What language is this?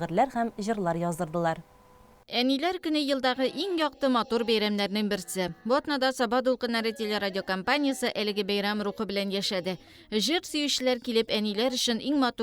Tatar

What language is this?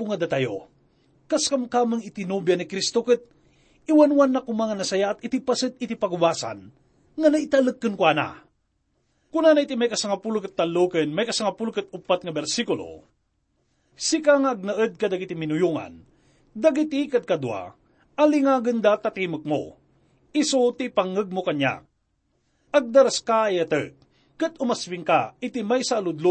Iloko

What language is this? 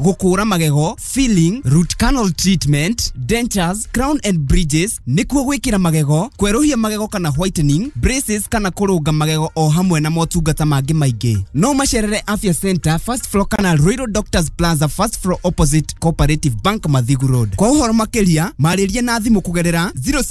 Kikuyu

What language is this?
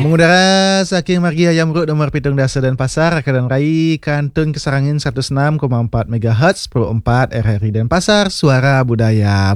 Balinese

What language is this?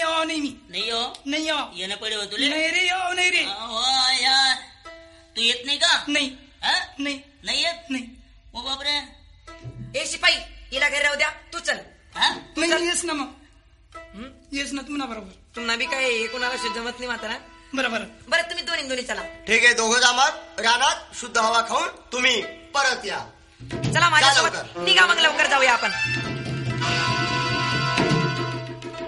Marathi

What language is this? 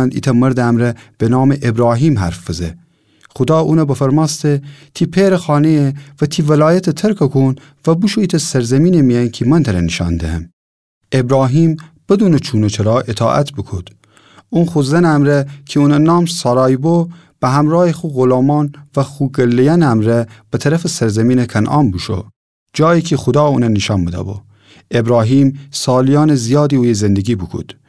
Gilaki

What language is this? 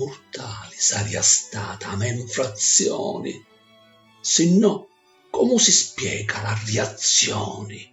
Sicilian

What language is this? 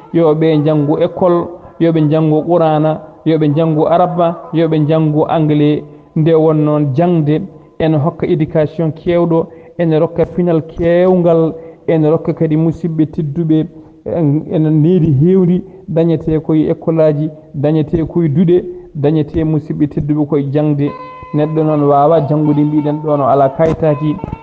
Fula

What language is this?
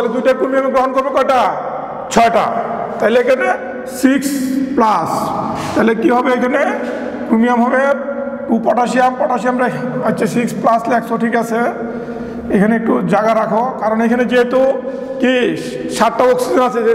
Bangla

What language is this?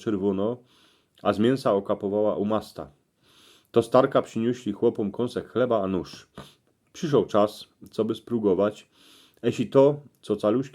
Silesian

